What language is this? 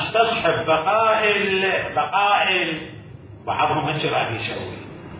Mesopotamian Arabic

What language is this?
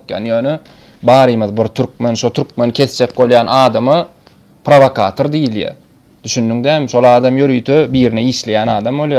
Turkmen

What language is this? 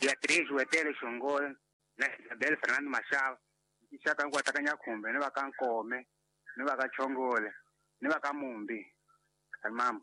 Tsonga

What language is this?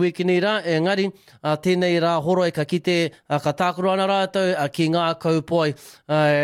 Māori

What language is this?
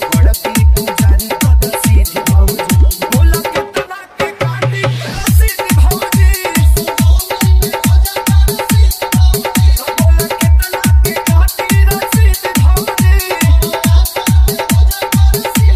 Bhojpuri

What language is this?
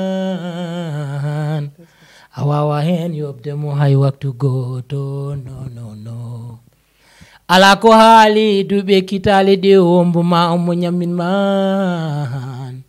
Fula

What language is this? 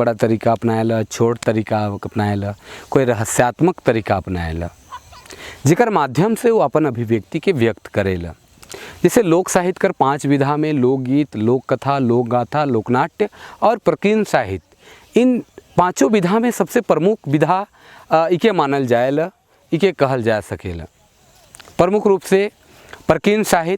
Sadri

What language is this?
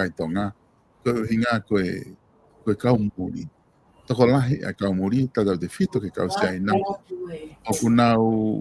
Tongan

